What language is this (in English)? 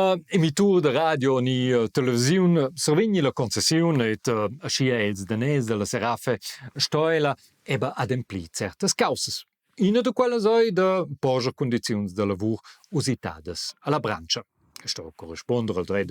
Romansh